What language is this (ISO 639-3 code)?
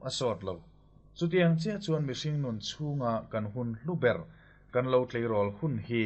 lus